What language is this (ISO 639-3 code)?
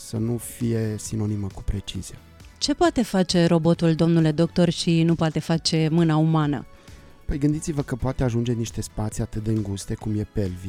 ron